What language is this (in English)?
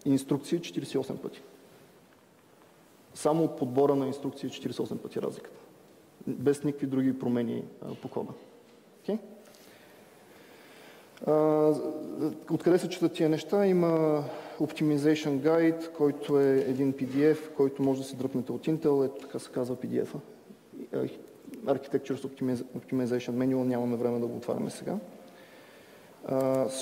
Bulgarian